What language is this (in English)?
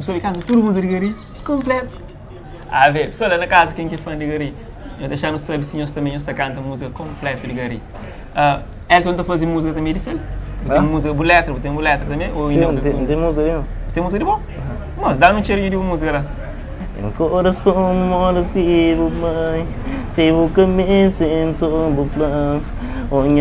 Kabuverdianu